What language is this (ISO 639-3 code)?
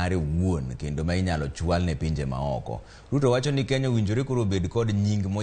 luo